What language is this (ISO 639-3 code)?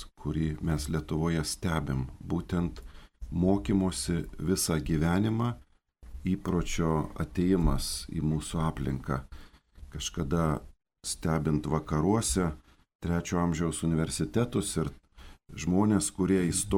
lit